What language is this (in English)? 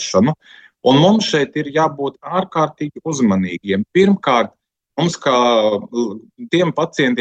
Latvian